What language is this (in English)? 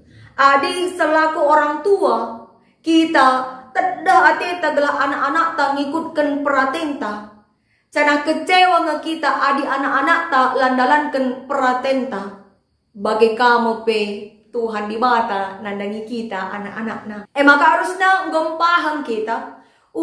Batak Karo